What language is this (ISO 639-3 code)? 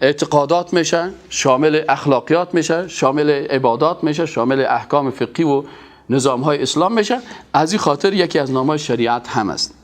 fas